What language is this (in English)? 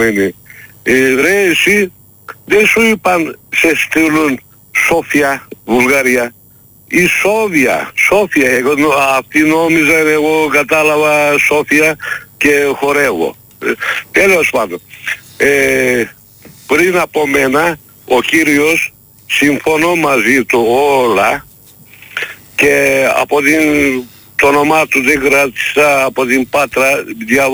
Greek